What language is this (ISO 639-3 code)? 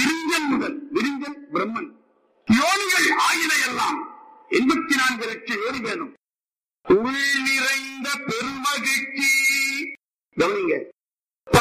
tam